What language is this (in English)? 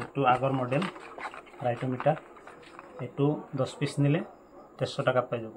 Assamese